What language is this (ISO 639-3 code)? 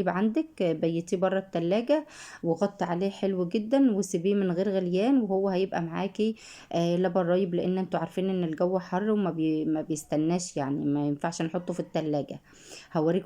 arz